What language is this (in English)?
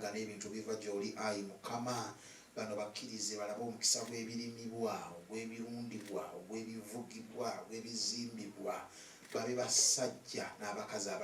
Ganda